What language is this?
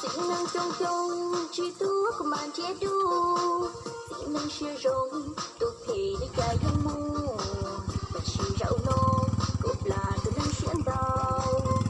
Hmong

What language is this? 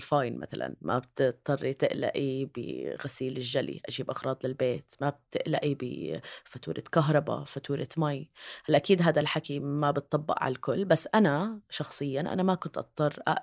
North Levantine Arabic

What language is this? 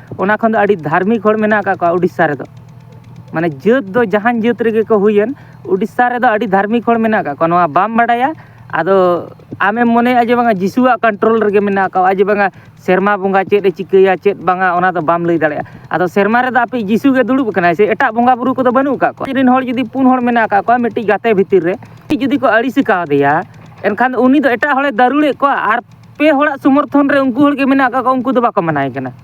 Santali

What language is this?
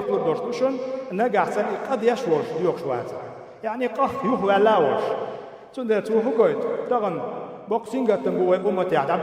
Chechen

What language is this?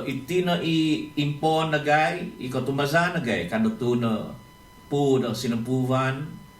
Central Dusun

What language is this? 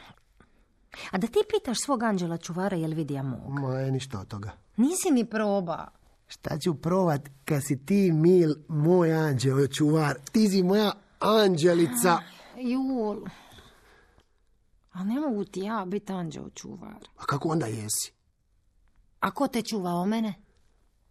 Croatian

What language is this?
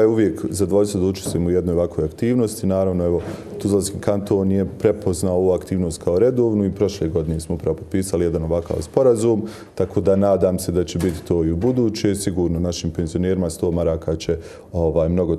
Bosnian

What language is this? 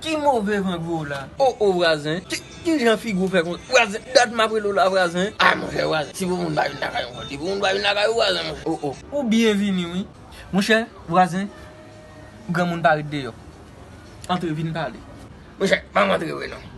Haitian Creole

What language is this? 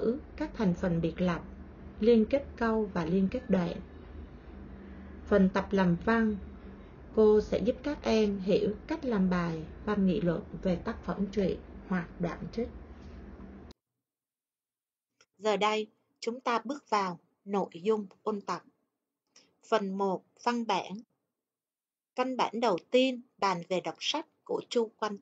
Vietnamese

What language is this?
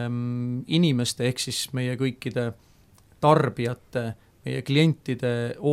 Estonian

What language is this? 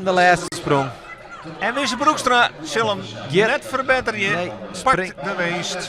Western Frisian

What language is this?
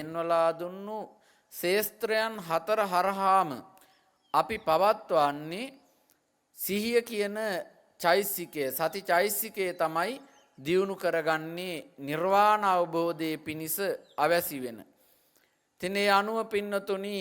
Sinhala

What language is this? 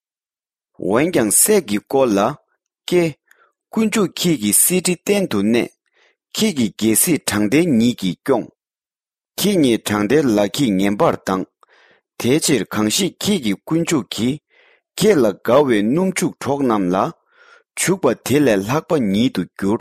Tibetan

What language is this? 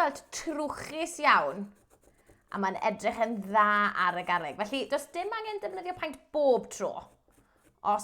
Welsh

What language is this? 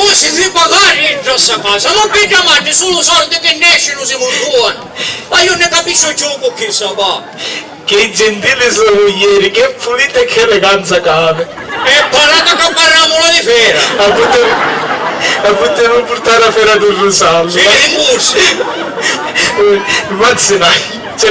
Sicilian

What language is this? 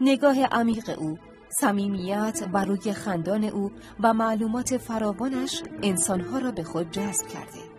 South Azerbaijani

